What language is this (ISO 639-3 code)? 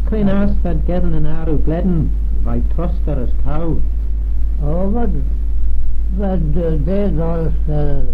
glv